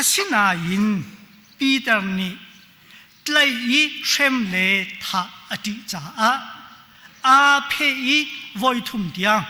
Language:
Hakha Chin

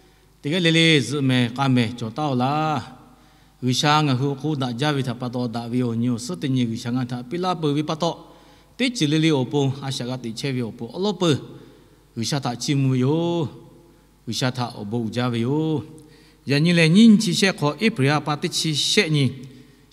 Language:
Lahu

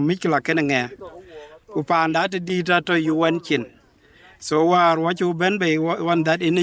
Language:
Dinka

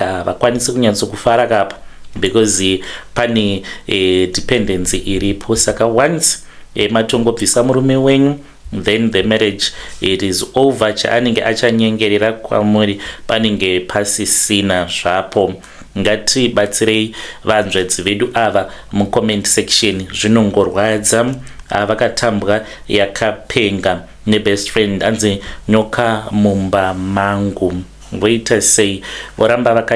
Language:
Shona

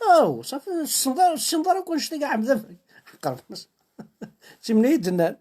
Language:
Kabyle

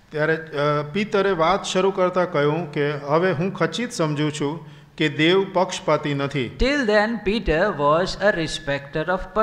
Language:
Gujarati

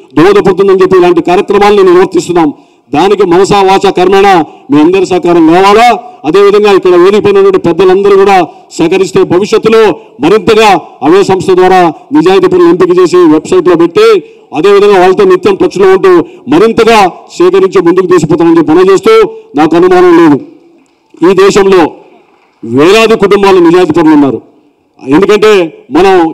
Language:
Telugu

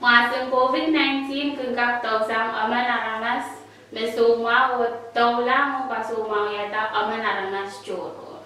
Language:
Pohnpeian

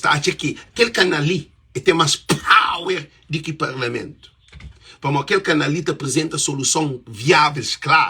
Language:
Kabuverdianu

